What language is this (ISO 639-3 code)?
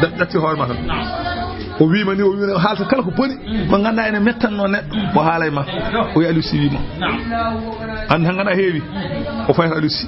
ful